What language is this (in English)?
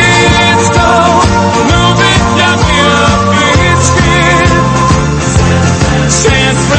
Danish